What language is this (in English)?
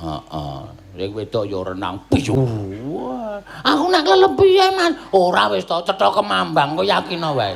Javanese